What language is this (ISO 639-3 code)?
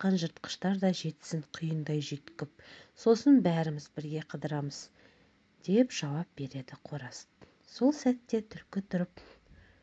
kaz